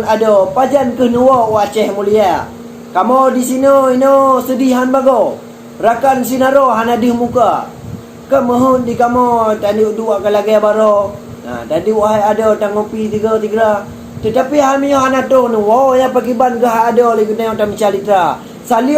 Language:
Achinese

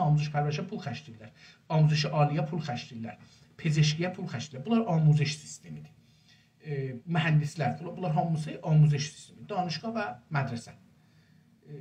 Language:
South Azerbaijani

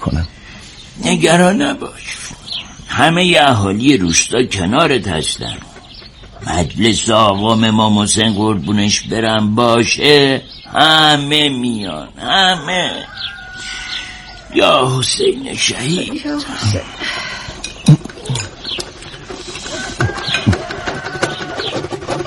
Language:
Persian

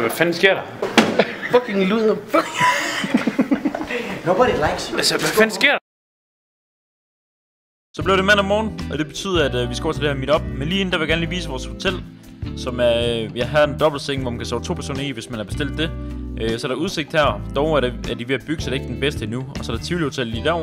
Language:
Danish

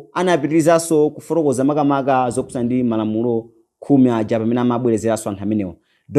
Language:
Nyanja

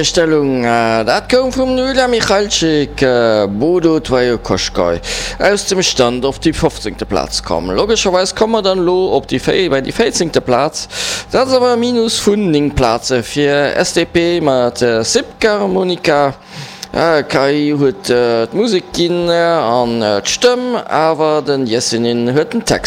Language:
Luxembourgish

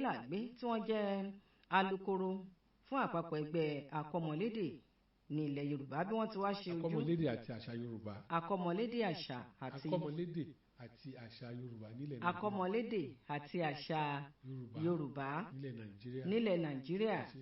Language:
Yoruba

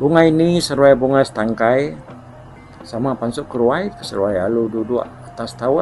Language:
Iban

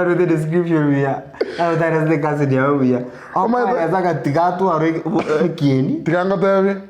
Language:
Gusii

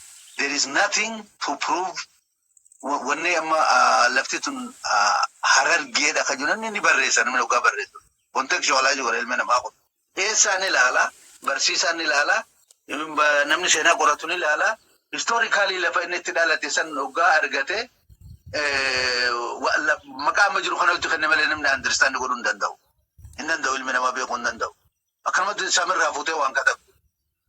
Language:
Oromo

